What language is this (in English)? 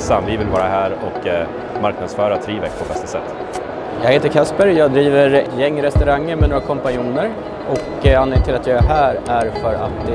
Swedish